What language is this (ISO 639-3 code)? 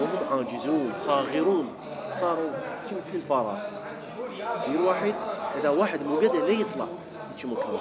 acm